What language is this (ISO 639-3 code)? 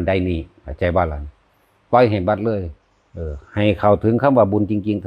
tts